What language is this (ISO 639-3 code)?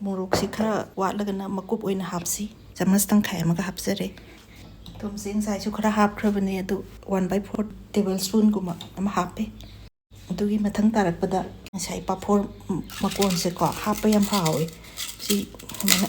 mni